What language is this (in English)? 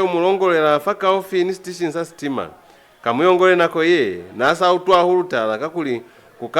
Lozi